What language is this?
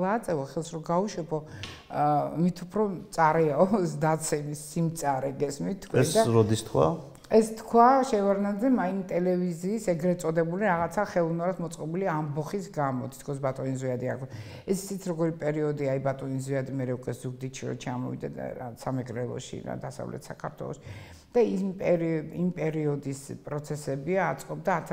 Georgian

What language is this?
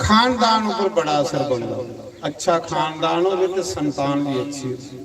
Dogri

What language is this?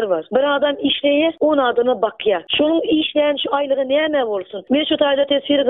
Turkmen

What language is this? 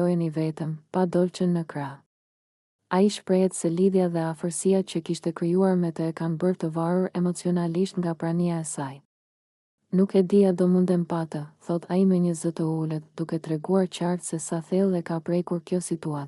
Albanian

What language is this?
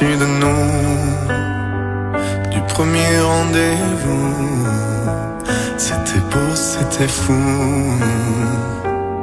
French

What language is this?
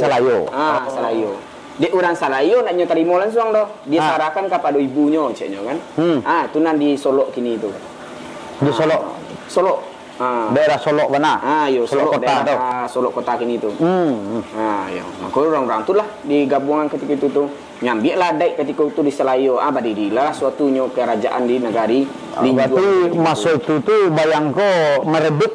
Minangkabau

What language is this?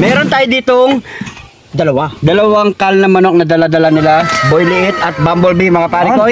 Filipino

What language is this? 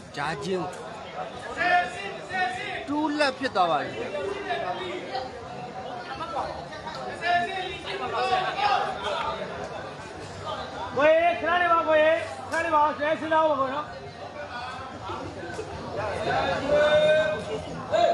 Burmese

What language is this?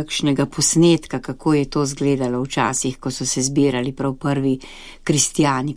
Slovenian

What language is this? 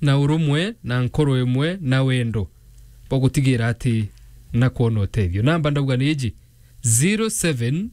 Meru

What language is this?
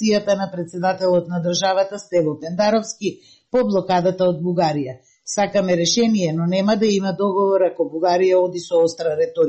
Macedonian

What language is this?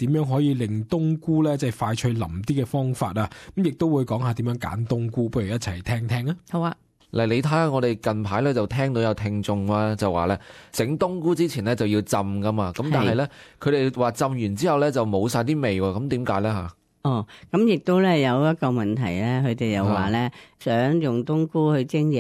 Cantonese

